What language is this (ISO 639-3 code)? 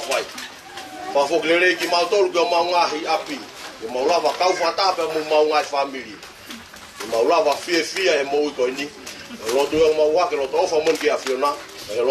ton